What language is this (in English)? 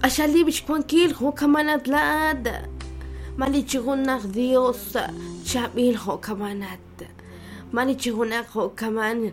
Kekchí